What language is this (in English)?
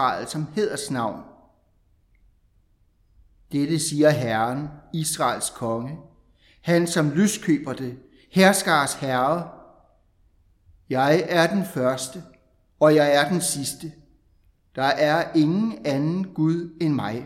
Danish